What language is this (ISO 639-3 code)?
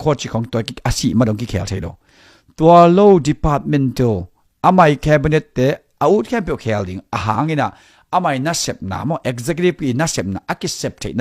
ctd